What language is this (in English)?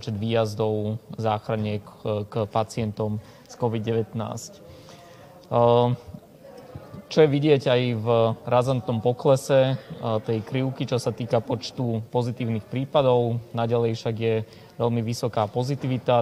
Slovak